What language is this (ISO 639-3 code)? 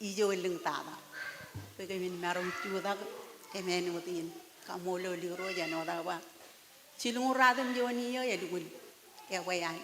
mah